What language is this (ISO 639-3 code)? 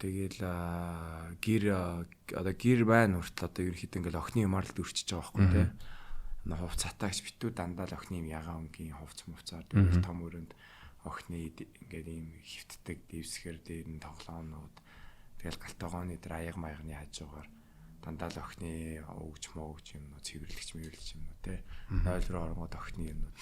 mon